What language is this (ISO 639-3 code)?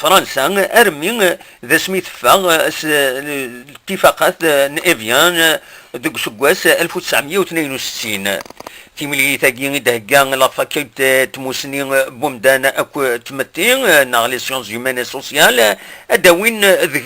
kab